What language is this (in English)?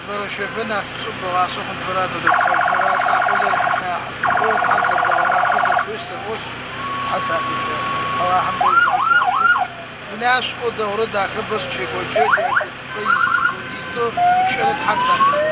Adyghe